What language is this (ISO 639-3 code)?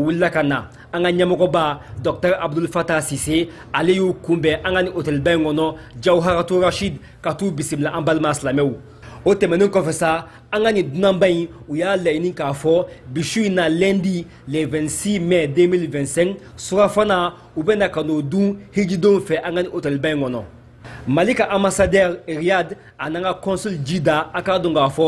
bam